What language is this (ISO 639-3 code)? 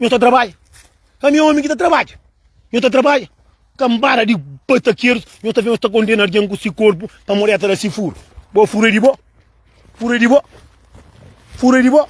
kea